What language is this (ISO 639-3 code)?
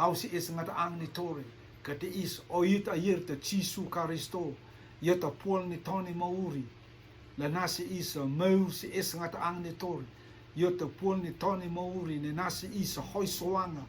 rtm